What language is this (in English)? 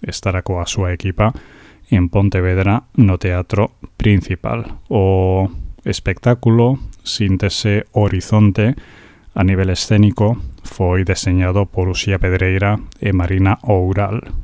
Galician